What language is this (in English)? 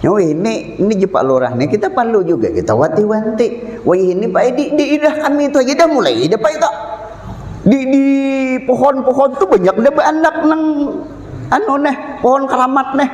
Banjar